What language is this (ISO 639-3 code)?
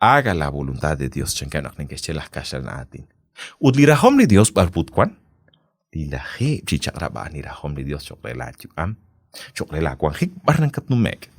kek